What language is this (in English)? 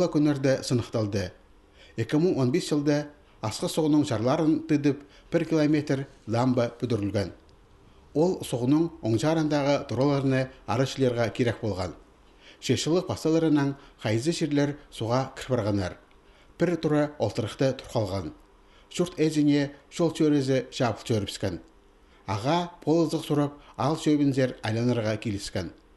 Khakas